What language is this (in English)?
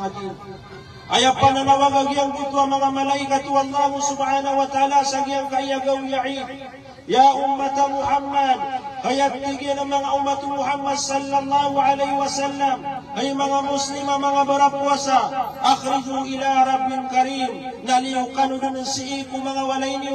Maranao